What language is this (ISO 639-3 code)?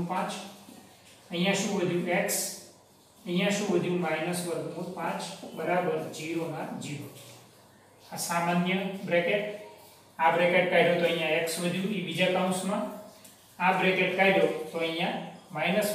guj